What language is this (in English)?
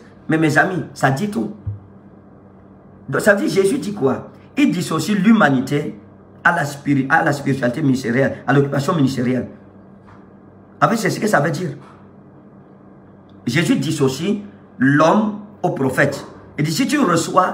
French